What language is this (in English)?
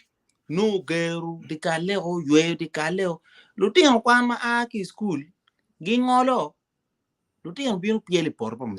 Acoli